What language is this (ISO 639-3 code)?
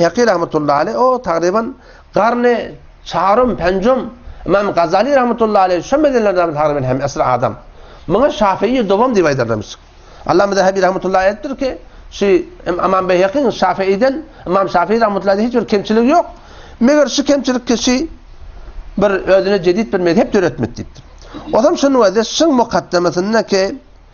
tuk